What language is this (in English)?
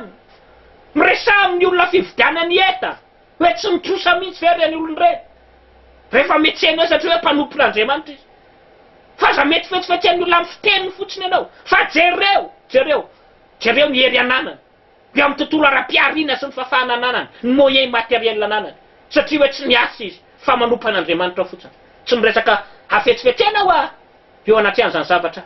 Malagasy